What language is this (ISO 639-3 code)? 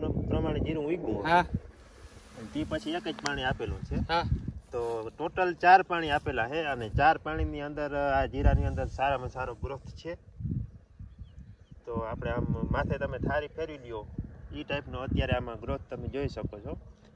guj